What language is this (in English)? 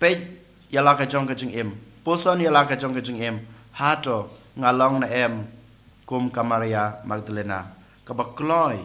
Khasi